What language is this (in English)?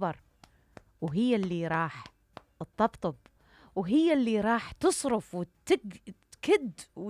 Mesopotamian Arabic